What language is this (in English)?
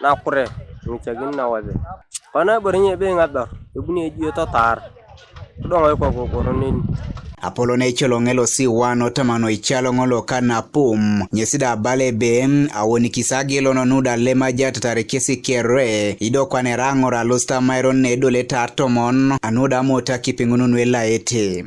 Teso